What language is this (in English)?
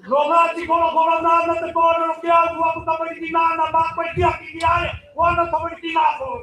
Māori